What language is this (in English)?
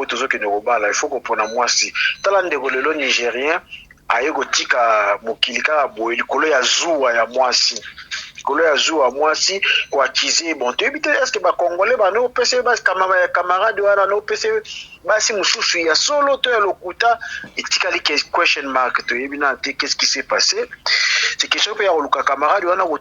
Lingala